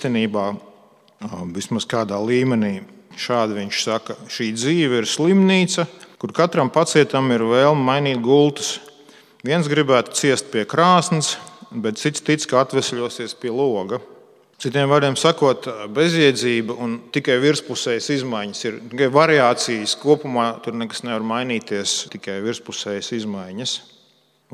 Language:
Latvian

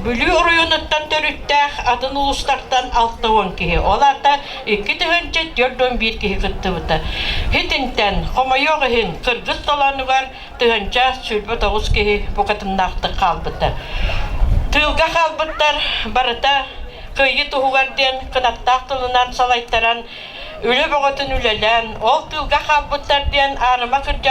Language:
Yakut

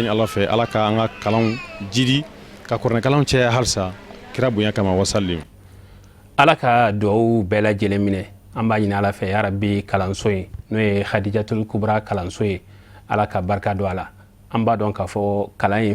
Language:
Bambara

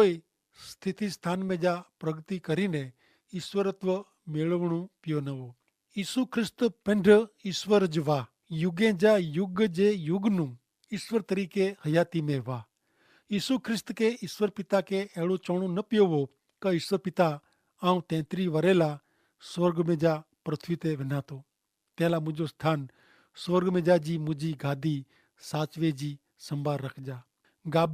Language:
Kachhi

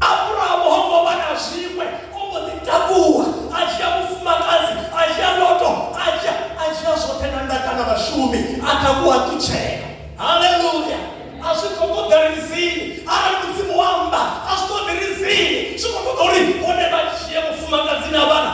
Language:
Venda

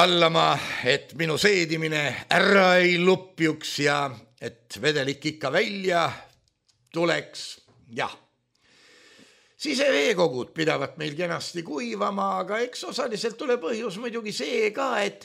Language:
Estonian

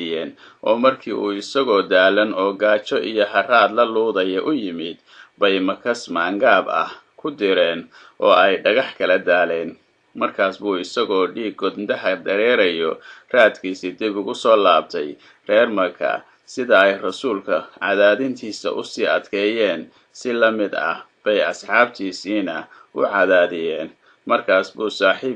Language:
Somali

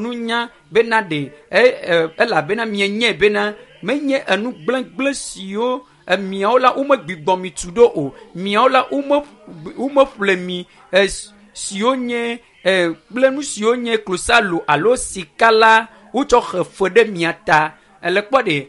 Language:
Ewe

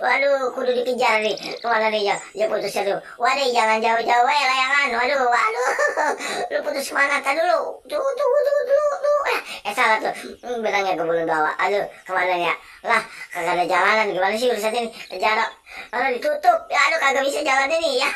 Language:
Betawi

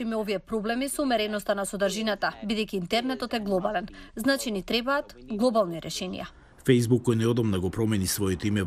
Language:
Macedonian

